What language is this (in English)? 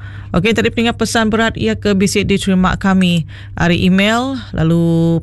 Iban